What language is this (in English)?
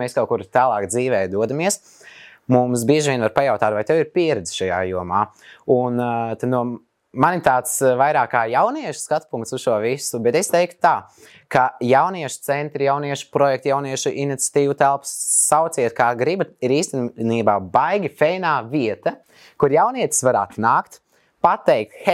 Latvian